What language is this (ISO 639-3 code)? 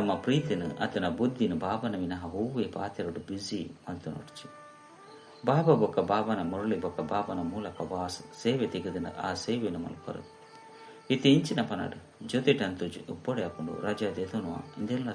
tcy